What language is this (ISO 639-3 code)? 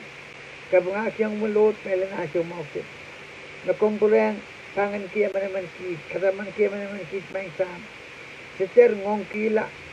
pon